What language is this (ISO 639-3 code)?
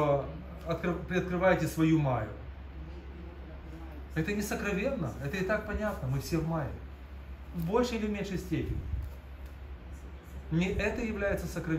rus